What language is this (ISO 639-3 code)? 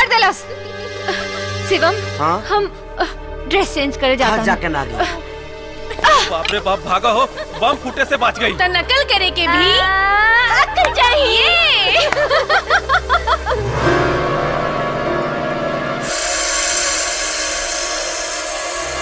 bho